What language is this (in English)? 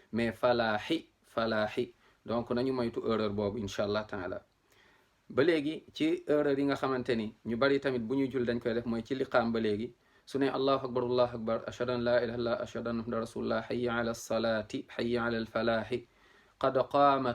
Wolof